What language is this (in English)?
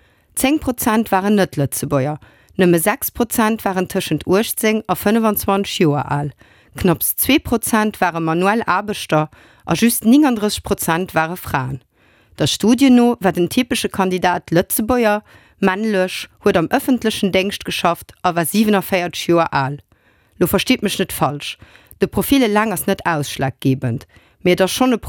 Luxembourgish